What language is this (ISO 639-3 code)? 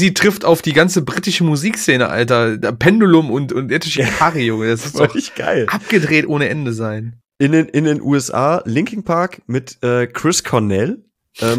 deu